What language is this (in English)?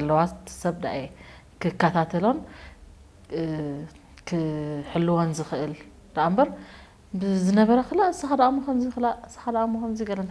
Tigrinya